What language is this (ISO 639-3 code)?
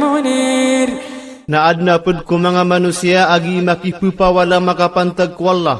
mrw